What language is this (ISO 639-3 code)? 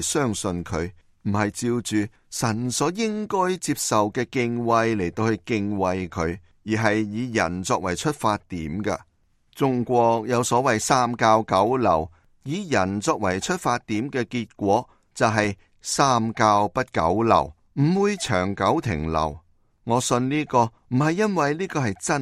yue